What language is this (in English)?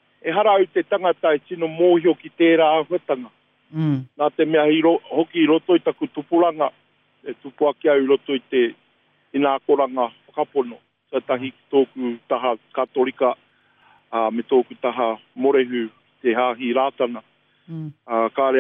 Māori